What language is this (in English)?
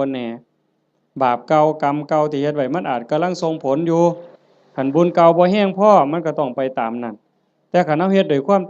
Northeastern Thai